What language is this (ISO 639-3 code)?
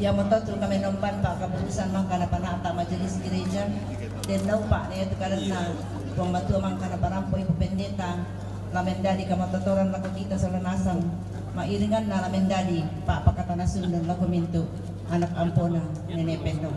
sda